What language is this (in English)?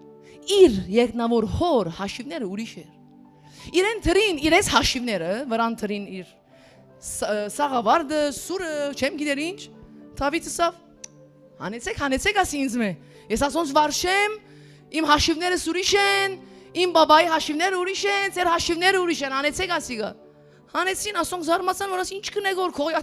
Western Armenian